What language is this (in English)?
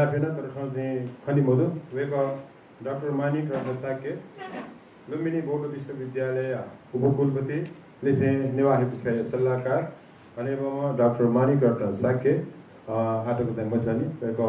Newari